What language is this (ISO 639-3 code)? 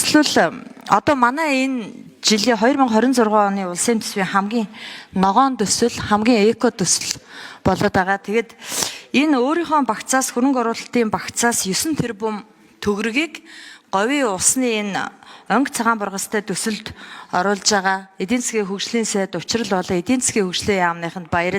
mon